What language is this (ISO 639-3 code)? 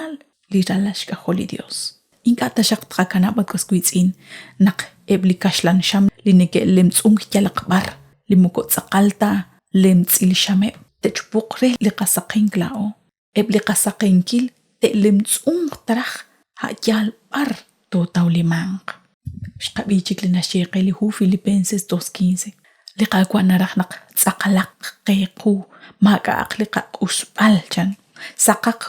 kek